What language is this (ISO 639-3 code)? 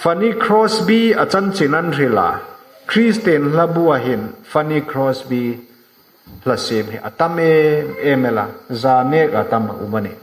hmr